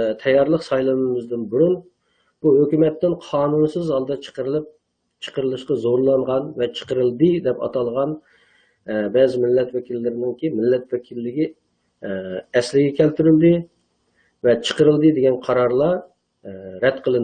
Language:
Uyghur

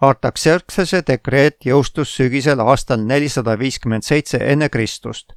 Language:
Estonian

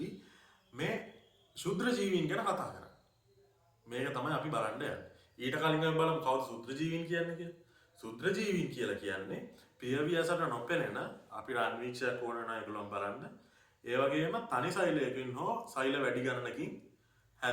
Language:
Sinhala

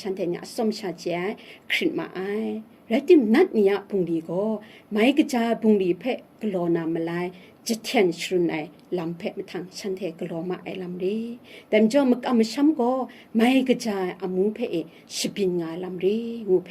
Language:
Kachin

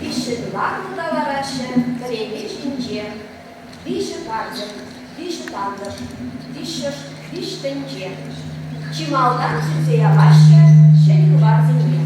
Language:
Chuvash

